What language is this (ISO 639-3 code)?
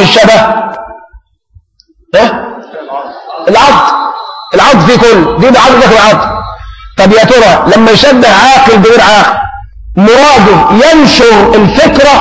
arz